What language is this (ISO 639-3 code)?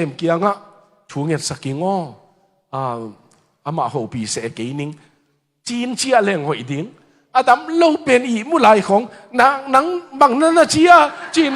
ctd